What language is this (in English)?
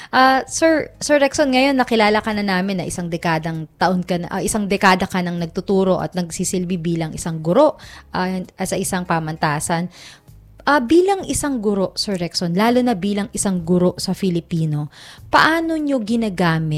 Filipino